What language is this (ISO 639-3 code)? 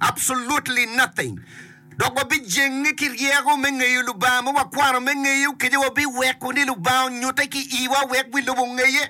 ach